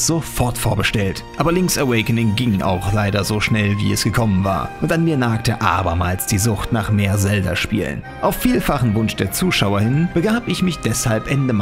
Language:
German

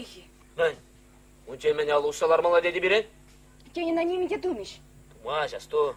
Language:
Chuvash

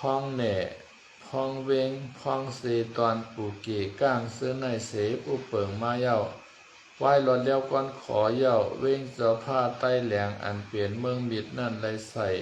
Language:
Shan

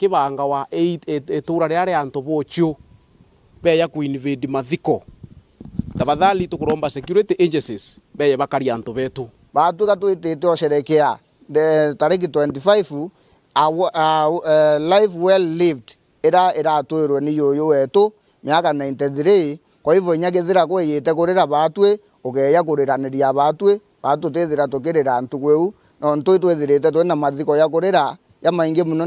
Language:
Meru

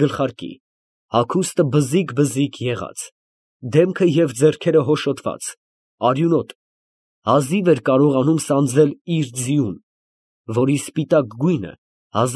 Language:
Armenian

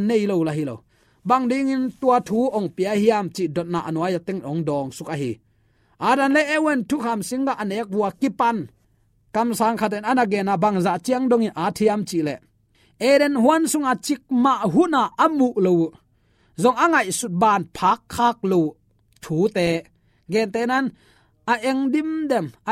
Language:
Tedim Chin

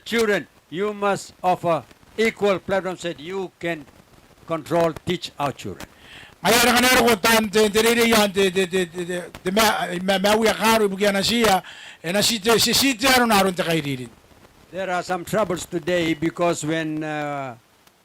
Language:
Gilbertese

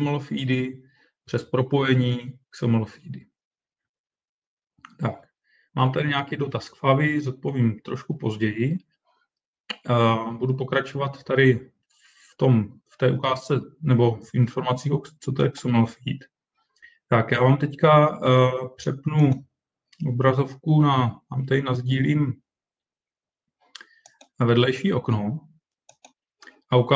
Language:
Czech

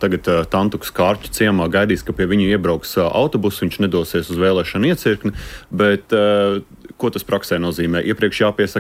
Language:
Latvian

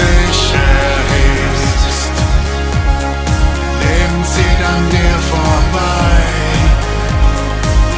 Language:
German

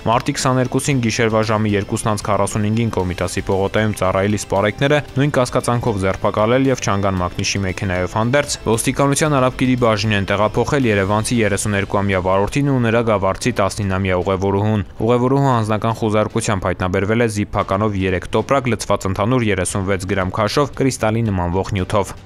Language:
Armenian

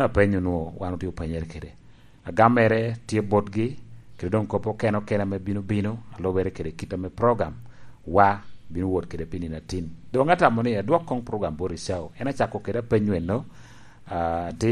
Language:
Lango (Uganda)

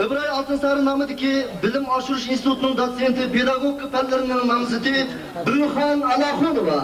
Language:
Uyghur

